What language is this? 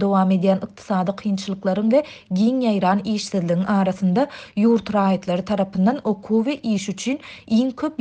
Turkmen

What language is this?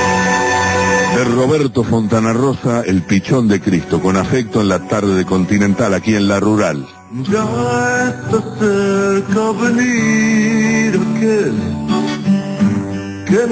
Spanish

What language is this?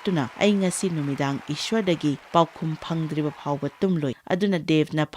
Manipuri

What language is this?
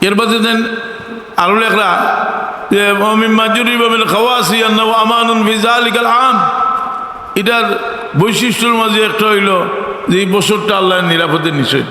Sylheti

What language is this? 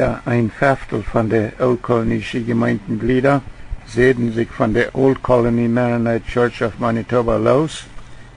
Plautdietsch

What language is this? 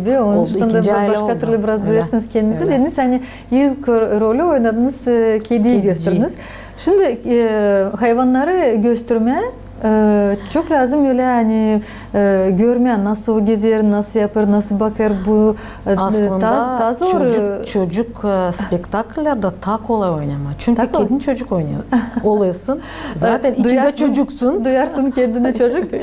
Gagauz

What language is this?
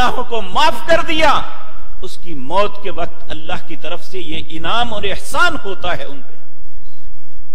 Urdu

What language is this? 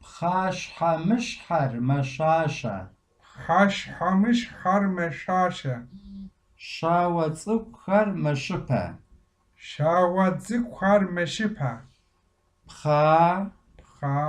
Kabardian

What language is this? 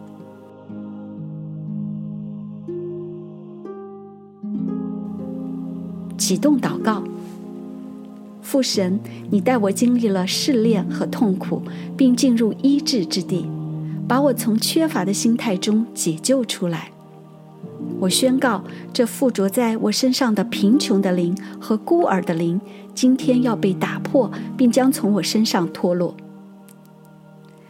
Chinese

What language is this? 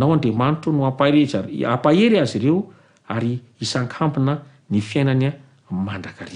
Malagasy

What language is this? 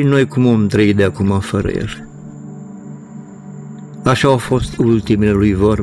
Romanian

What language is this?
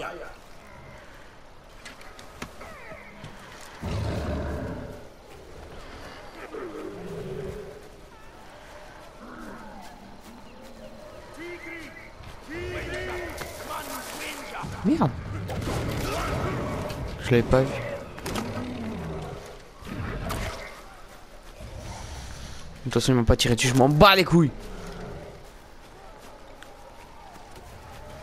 French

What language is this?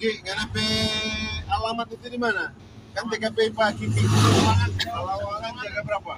Manado Malay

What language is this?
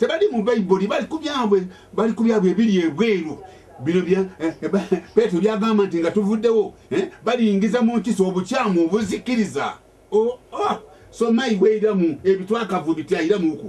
Ganda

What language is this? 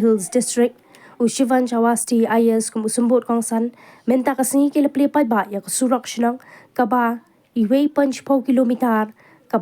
Khasi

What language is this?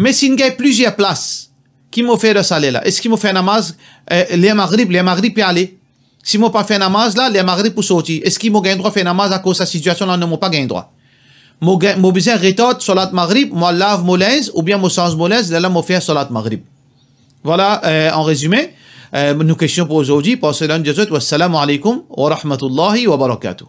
Morisyen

